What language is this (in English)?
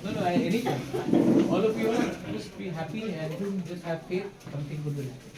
Kok Borok